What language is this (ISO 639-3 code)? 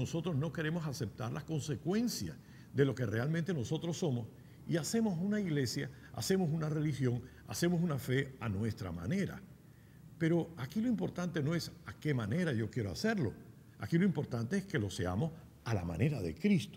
spa